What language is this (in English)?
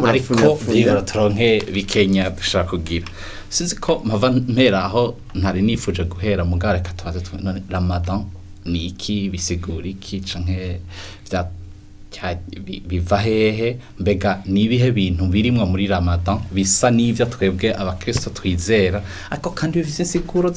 Rundi